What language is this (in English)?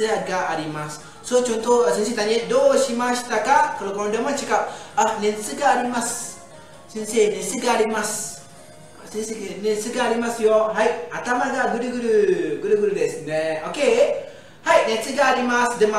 Malay